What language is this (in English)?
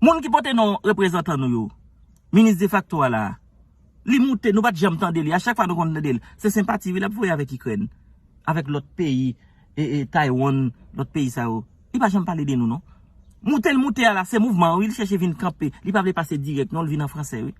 Haitian Creole